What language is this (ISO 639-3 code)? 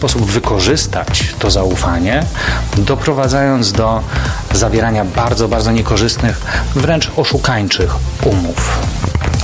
pol